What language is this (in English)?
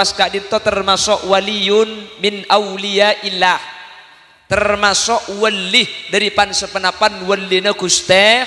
Madurese